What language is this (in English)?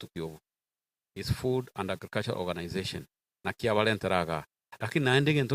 Gusii